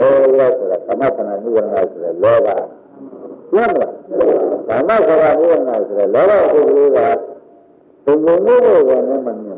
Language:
Burmese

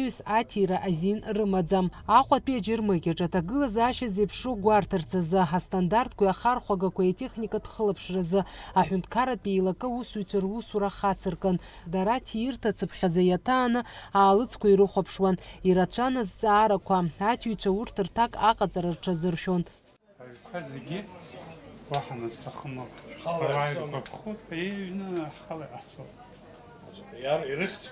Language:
Abkhazian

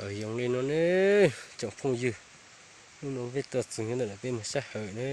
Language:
Hmong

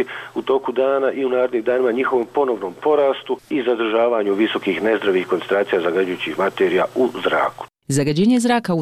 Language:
Croatian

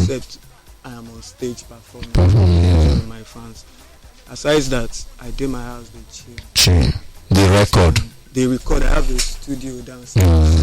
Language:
Nigerian Pidgin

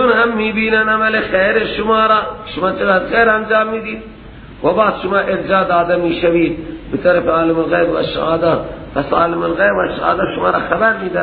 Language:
Persian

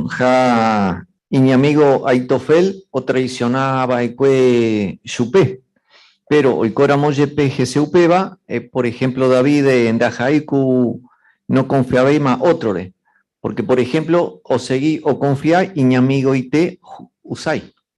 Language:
Guarani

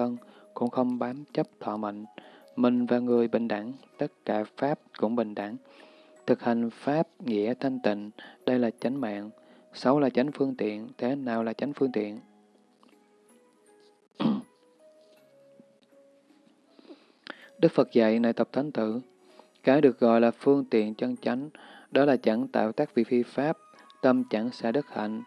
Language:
Vietnamese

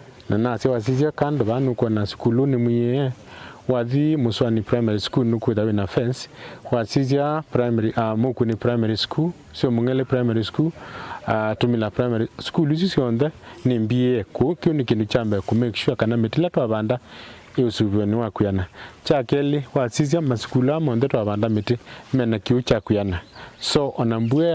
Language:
Kamba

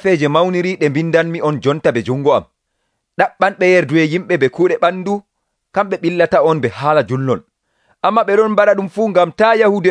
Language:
Nigerian Fulfulde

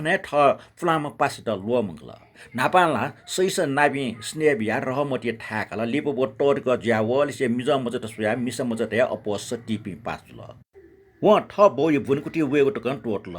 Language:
Newari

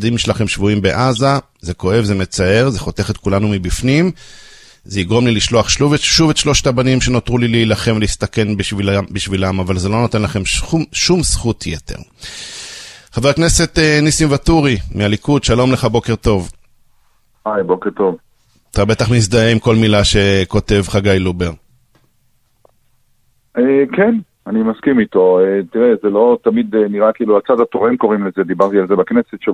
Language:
Hebrew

